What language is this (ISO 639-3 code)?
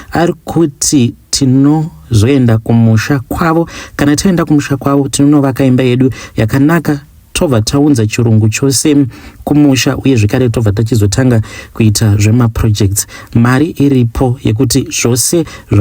sna